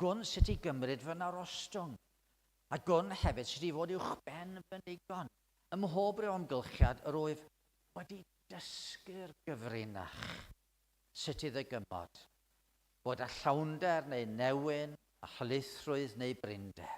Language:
Welsh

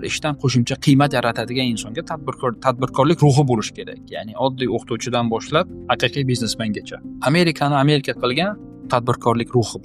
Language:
Uzbek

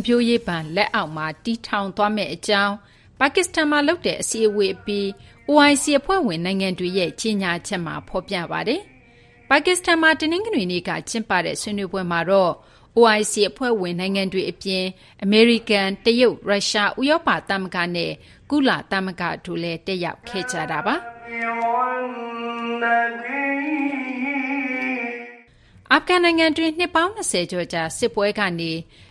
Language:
Burmese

